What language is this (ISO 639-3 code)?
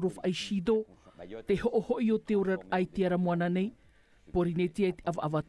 tah